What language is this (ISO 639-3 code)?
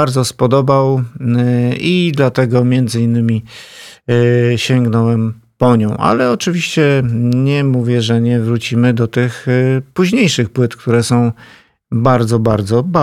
pol